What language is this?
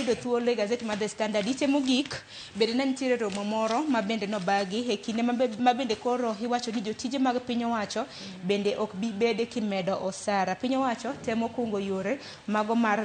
Luo (Kenya and Tanzania)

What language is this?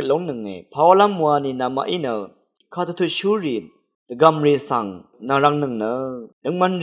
Rawang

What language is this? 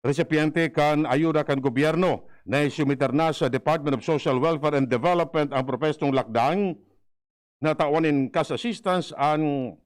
Bikol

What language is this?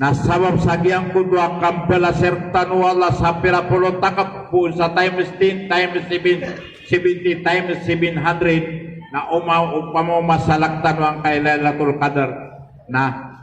Maranao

